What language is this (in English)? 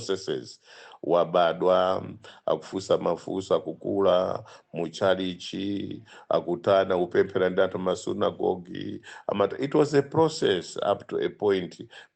Nyanja